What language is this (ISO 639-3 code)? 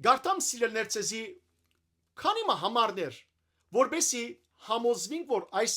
hyw